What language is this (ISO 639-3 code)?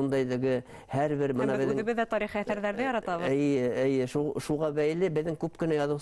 bak